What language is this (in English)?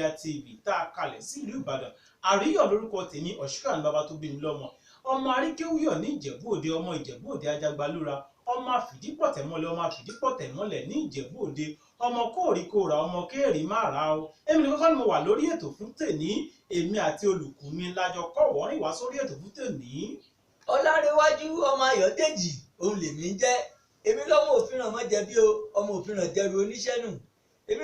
Yoruba